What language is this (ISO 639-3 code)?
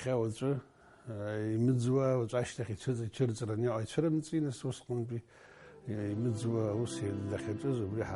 abk